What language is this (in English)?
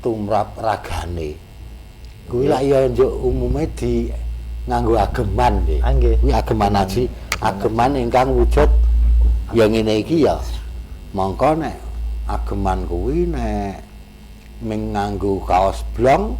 Javanese